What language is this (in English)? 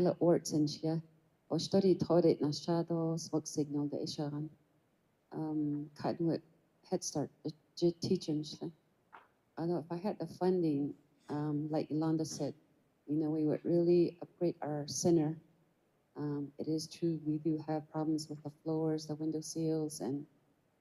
Navajo